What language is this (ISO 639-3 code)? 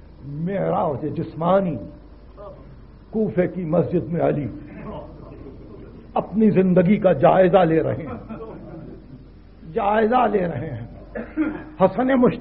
urd